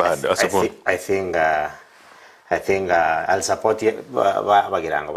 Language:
Gusii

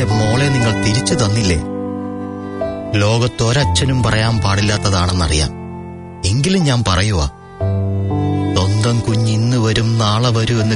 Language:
Malayalam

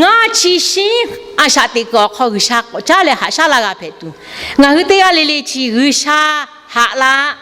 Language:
Lahu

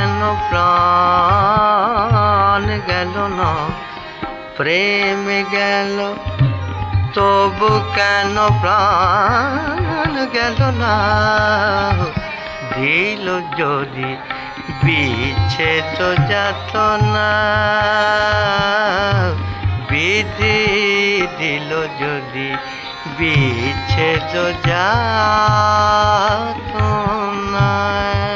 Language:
Bangla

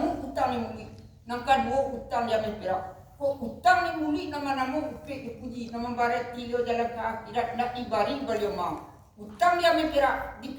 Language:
Minangkabau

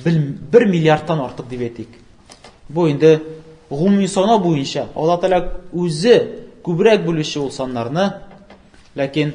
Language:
Tatar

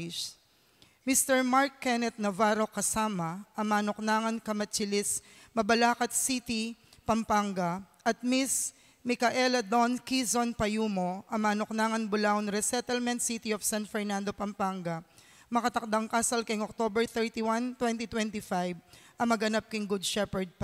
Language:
Pampanga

